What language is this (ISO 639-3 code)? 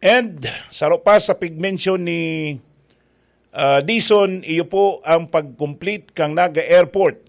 bik